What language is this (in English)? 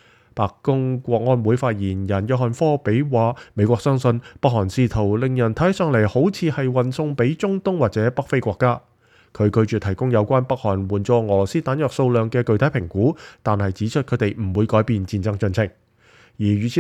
Cantonese